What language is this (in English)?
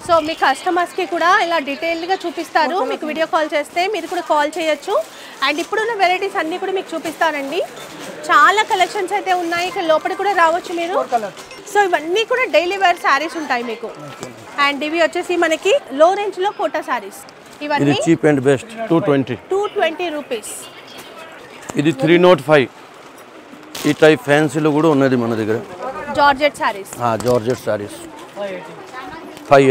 Telugu